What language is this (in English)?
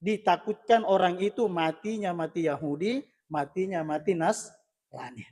Buginese